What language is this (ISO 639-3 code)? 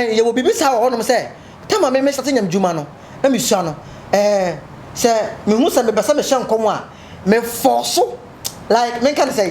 aka